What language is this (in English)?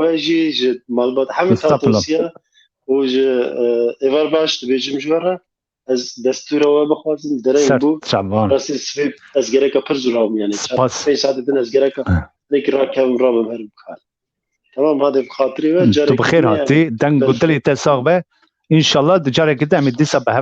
Kurdish